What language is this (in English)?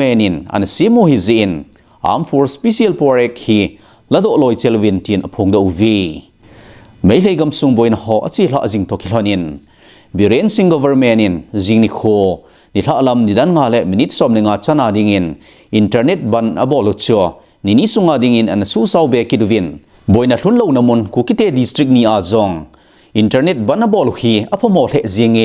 Thado Chin